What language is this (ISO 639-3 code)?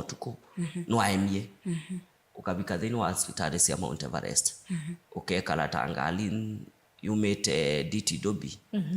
kam